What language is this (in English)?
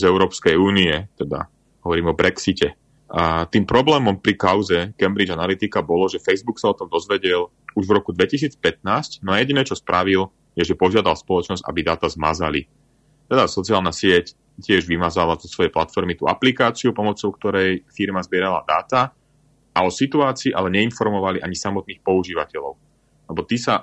Slovak